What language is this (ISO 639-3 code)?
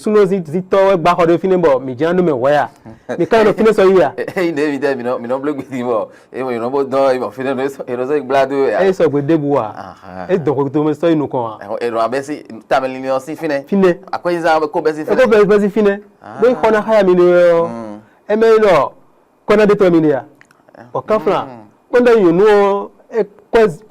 fon